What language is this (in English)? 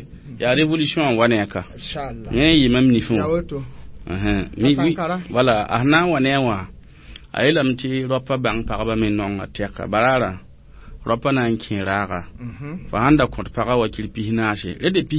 Mossi